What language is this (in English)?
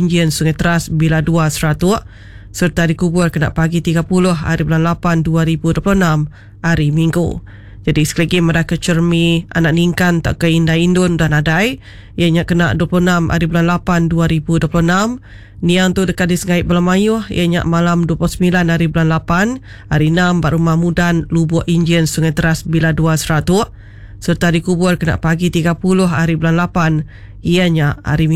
Iban